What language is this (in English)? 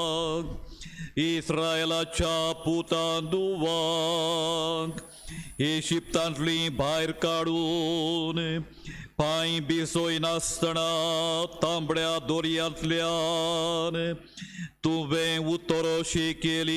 Konkani